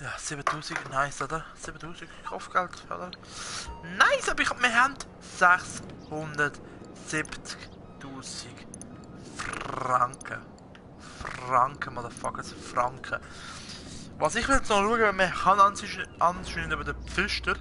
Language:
Swiss German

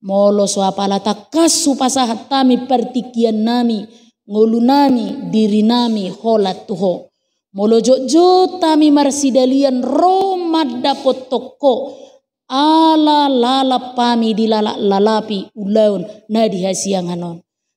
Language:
Batak Toba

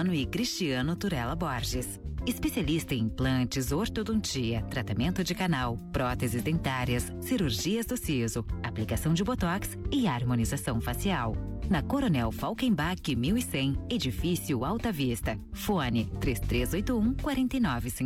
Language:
Portuguese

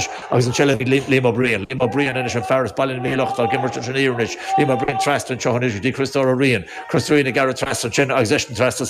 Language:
Irish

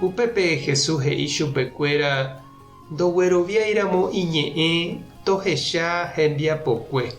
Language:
Guarani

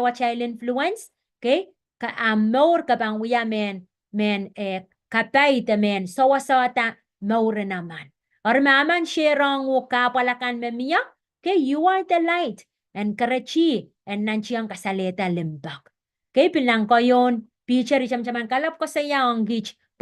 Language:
Pohnpeian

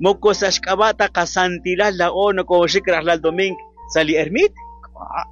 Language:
Kekchí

